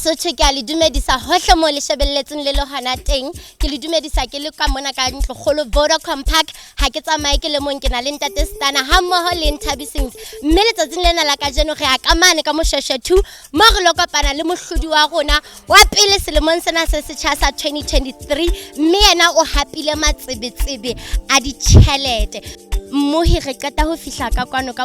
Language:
Southern Sotho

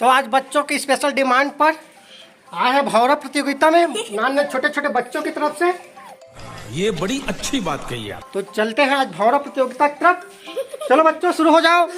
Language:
Chhattisgarhi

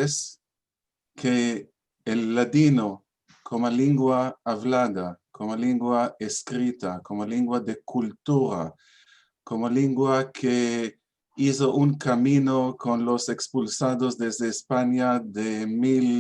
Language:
Ladino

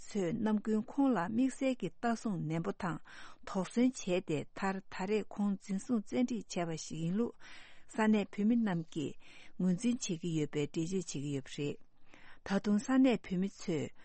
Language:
Tibetan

